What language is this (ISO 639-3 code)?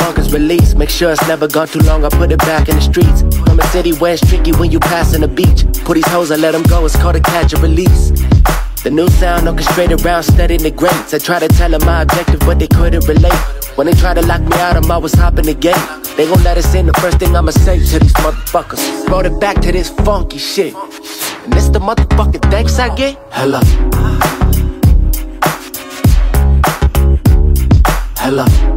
eng